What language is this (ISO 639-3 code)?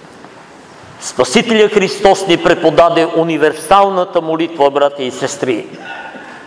bul